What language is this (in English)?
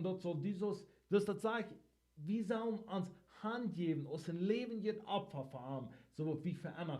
Plautdietsch